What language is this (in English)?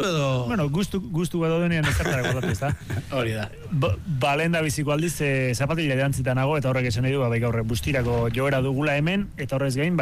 Basque